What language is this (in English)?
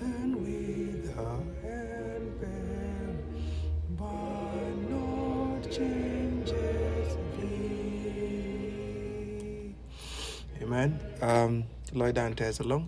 Nuer